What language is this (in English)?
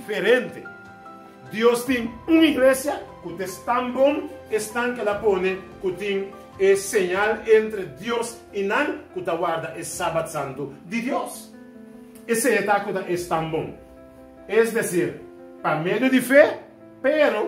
Papiamento